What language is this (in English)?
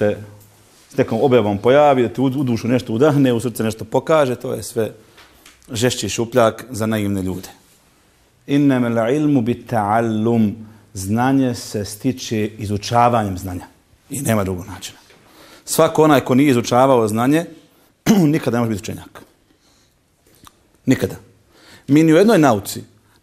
Bosnian